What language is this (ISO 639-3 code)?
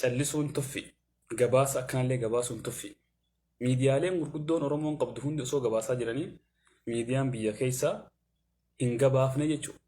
orm